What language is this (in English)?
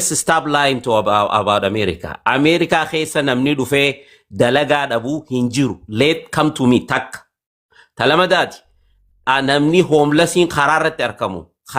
Oromo